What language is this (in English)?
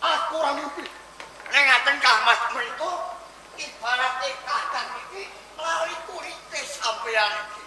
Javanese